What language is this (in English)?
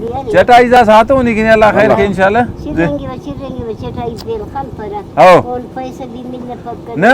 Brahui